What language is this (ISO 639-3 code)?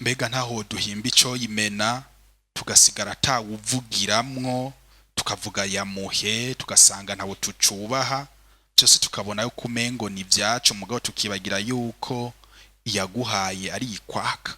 run